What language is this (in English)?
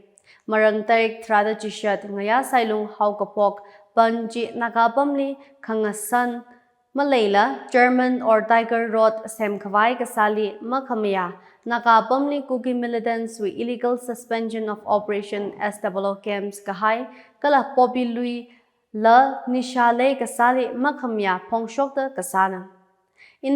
Tangkhul Naga (India)